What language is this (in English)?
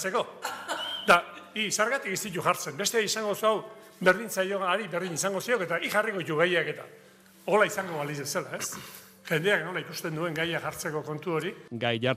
Basque